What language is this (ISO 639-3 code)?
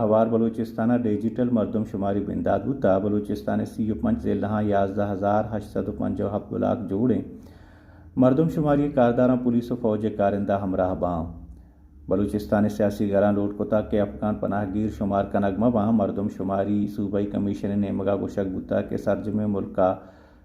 bal